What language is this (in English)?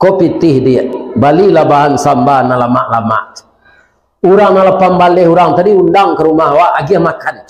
Minangkabau